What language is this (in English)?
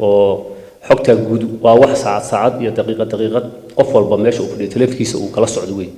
Somali